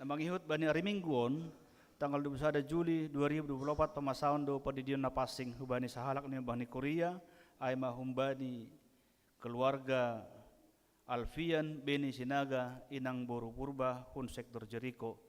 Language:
Batak Simalungun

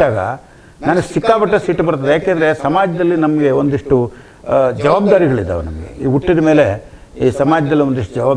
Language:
Kannada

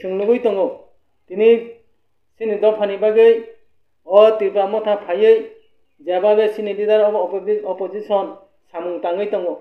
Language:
Kok Borok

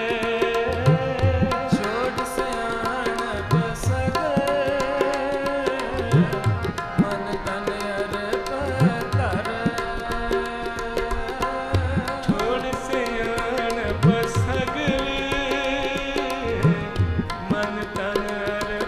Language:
Punjabi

